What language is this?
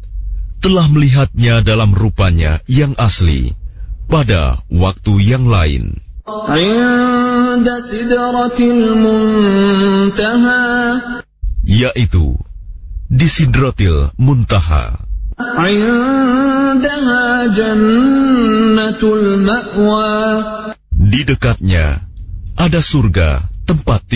Indonesian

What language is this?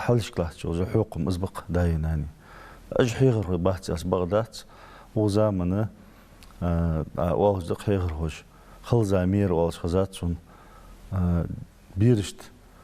Ingush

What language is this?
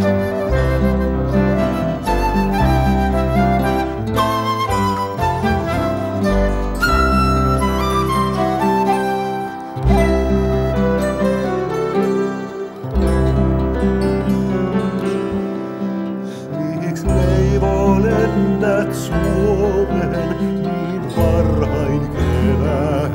Finnish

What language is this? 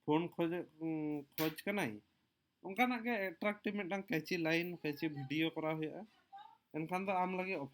Santali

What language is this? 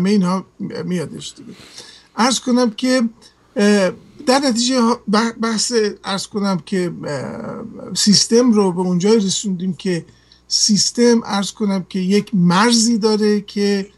Persian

